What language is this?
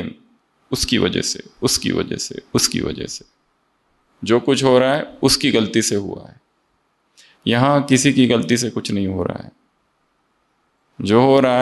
Hindi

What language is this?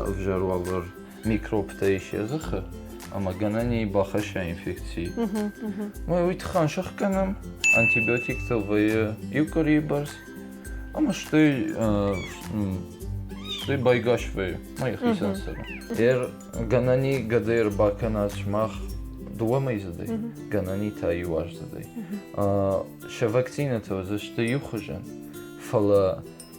Ossetic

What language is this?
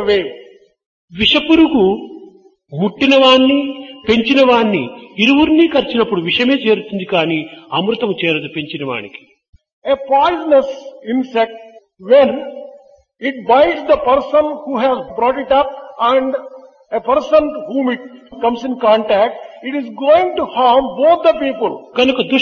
Telugu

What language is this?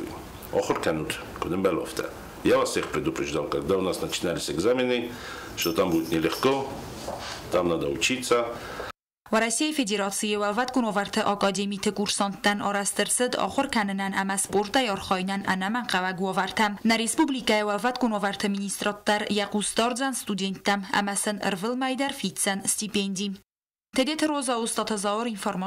Ossetic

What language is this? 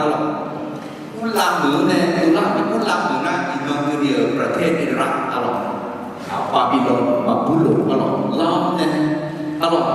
Akha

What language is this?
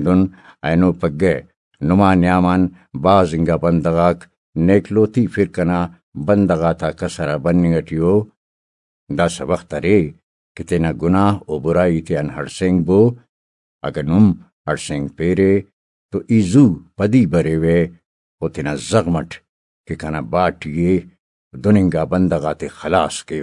Brahui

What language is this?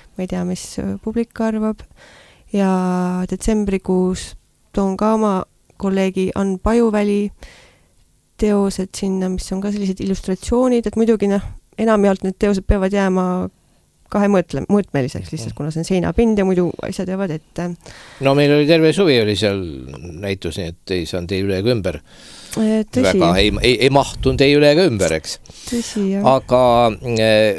Estonian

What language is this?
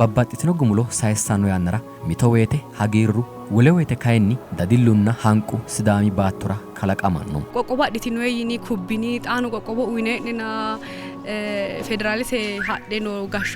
Sidamo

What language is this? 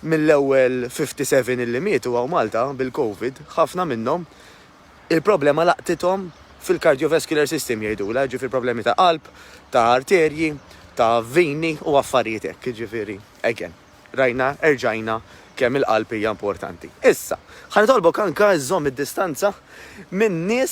Maltese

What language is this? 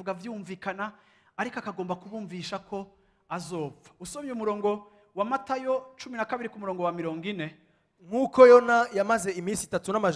Rundi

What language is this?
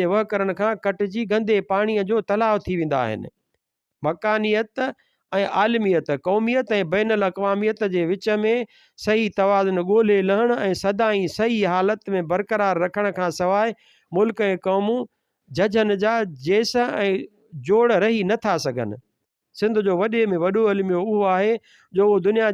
Sindhi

